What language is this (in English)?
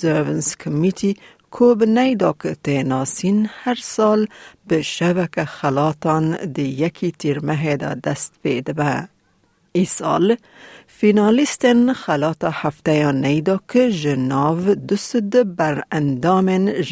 Kurdish